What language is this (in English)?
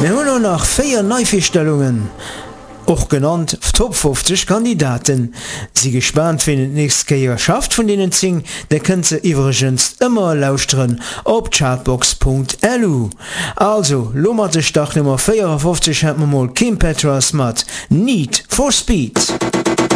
Luxembourgish